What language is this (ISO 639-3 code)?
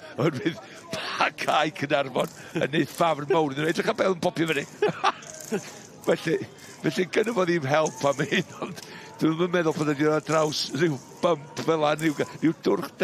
cym